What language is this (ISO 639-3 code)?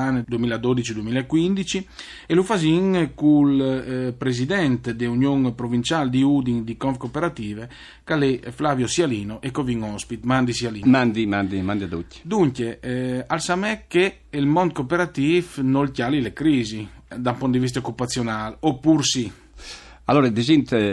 fur